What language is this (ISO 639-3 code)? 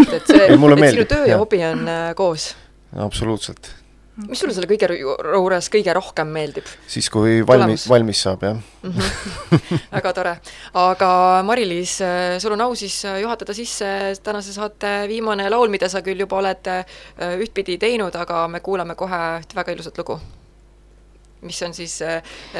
est